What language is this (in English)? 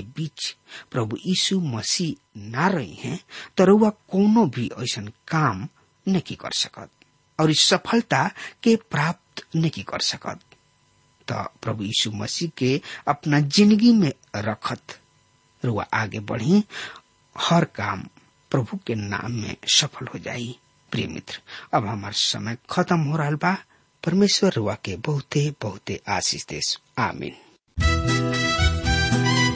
Bhojpuri